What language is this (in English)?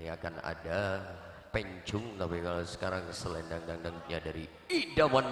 Madurese